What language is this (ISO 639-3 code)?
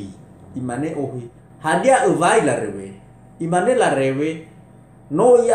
nia